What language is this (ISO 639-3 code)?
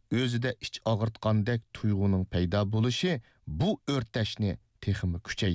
uig